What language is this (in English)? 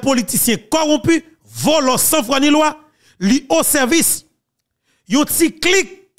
Haitian Creole